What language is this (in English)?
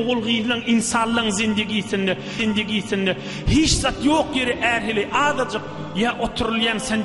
Turkmen